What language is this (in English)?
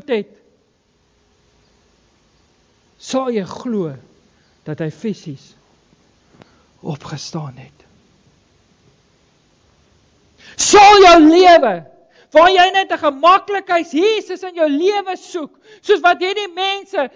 Afrikaans